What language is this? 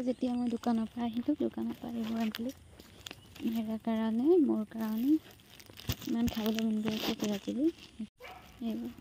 Assamese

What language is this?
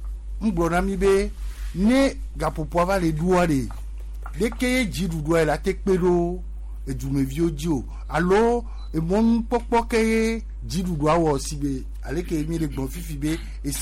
Gen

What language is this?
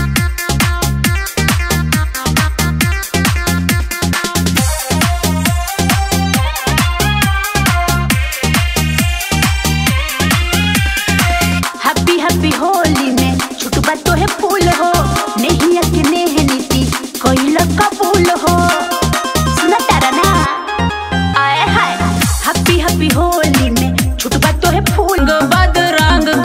Bhojpuri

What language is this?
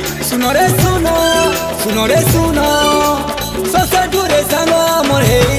Sambalpuri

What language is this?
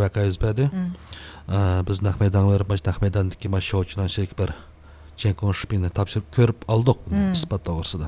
Uyghur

